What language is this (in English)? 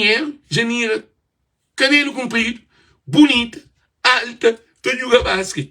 Kabuverdianu